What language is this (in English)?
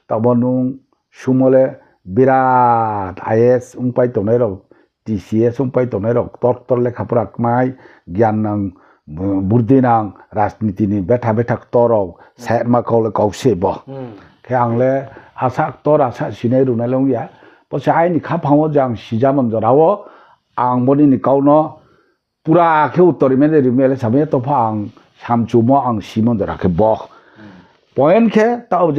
Riang (India)